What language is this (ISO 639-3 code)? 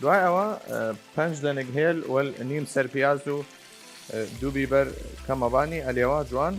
sdh